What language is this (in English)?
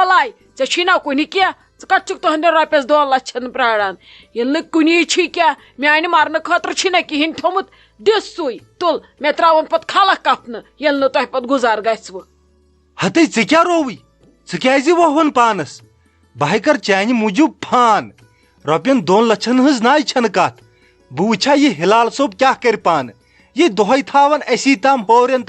Kashmiri